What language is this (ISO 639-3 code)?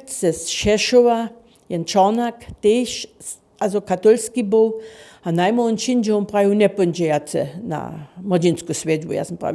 hsb